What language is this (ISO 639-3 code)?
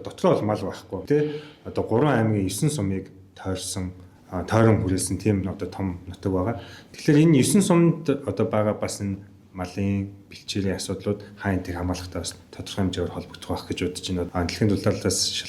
mon